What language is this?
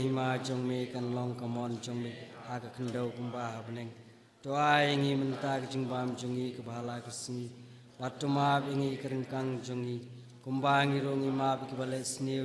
Khasi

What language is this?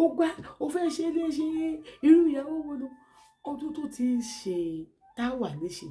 Yoruba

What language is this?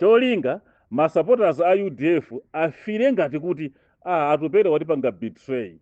Nyanja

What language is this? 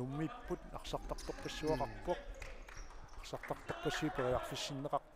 Kalaallisut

